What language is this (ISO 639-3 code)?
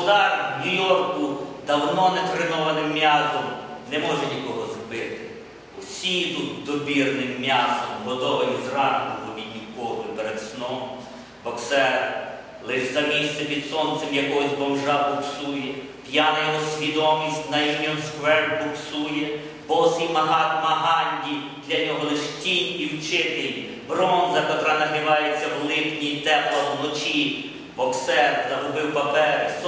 ukr